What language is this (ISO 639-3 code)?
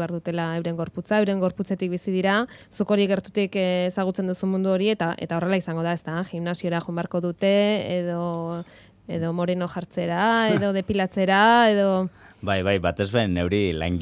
eus